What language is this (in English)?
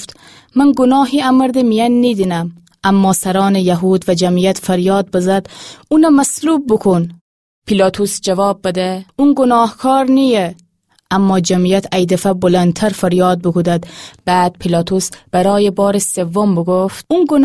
Gilaki